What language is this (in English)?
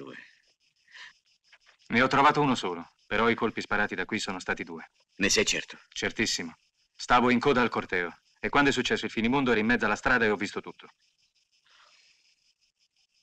Italian